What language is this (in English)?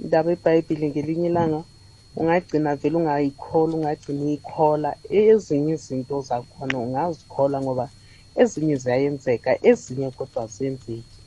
South Ndebele